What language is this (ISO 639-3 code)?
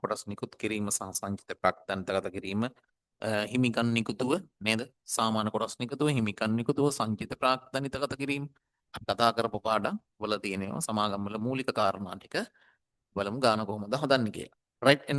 sin